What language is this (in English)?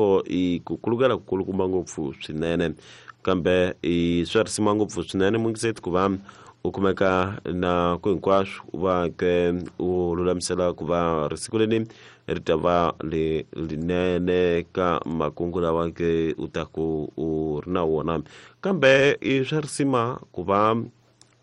Tsonga